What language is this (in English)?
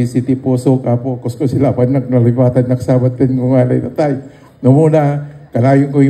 Iloko